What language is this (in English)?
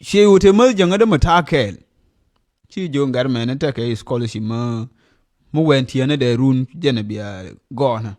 Nuer